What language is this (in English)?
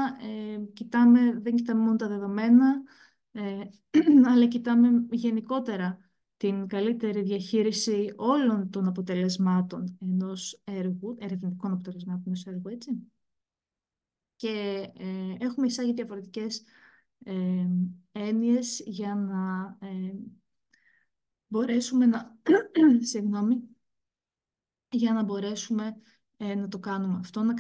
Greek